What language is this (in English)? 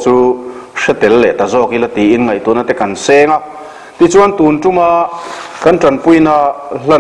Mizo